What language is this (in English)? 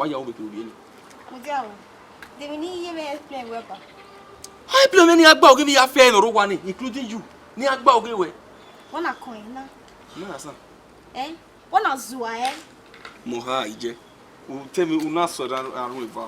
Bini